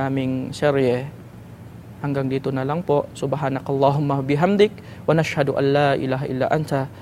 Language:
Filipino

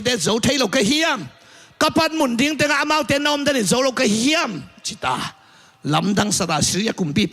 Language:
Tedim Chin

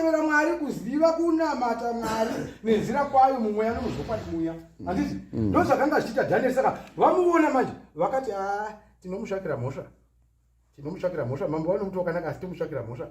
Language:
Shona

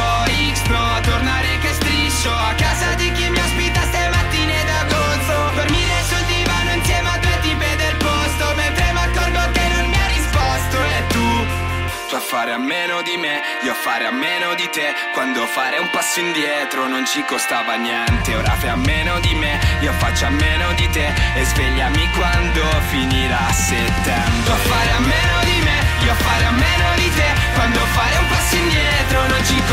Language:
Italian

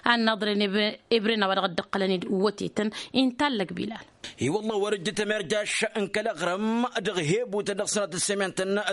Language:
Tamasheq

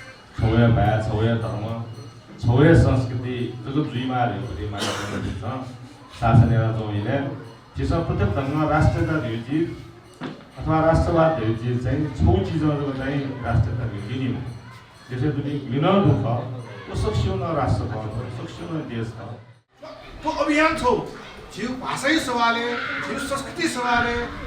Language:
Newari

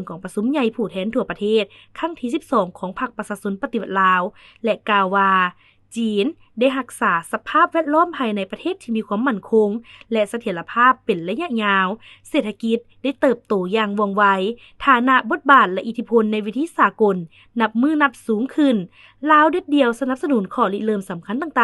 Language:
Lao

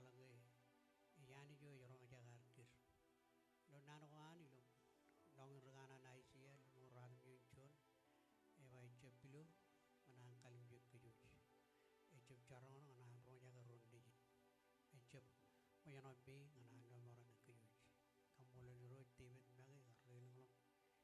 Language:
Marshallese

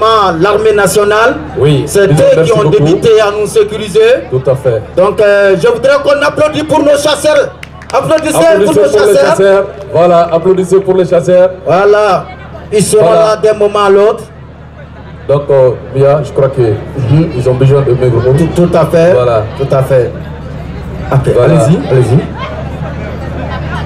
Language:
French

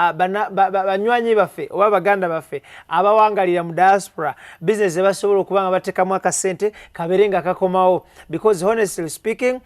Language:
Ganda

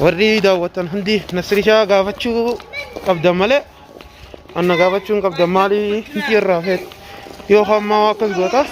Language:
Oromo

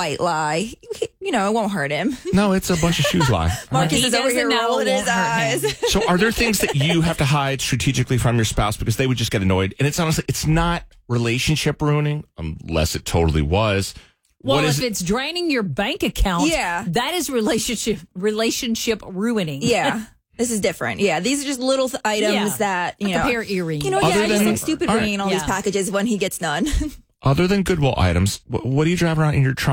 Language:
English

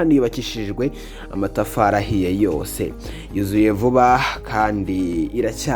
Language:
Kinyarwanda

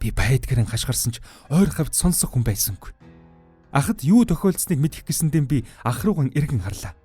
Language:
Mongolian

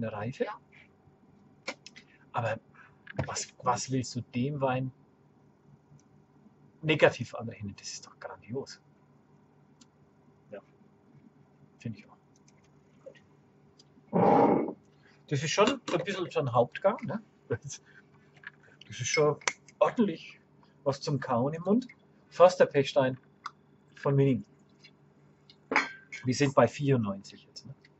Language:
German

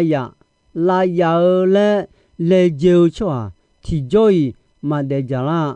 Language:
Akha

